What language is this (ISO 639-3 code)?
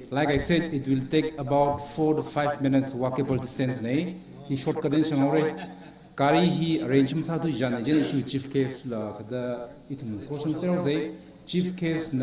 nmf